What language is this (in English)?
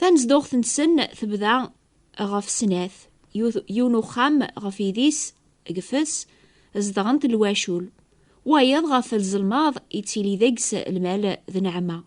Kabyle